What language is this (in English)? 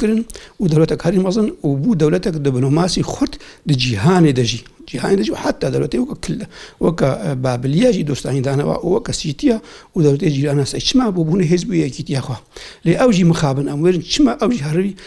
Kurdish